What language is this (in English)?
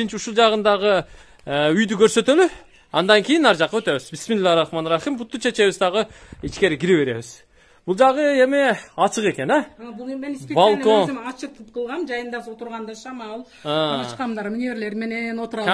Kyrgyz